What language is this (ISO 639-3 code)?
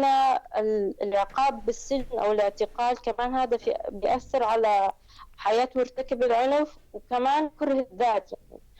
apc